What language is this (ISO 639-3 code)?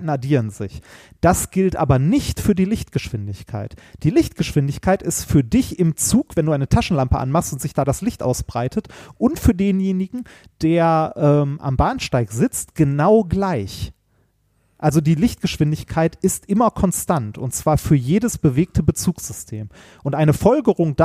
deu